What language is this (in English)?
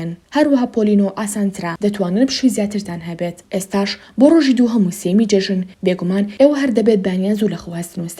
Central Kurdish